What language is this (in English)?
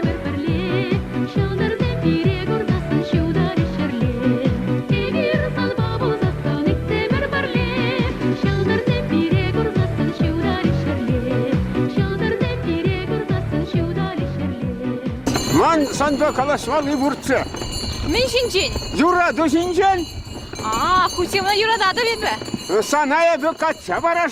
Chuvash